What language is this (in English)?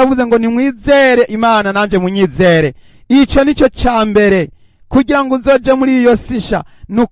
Rundi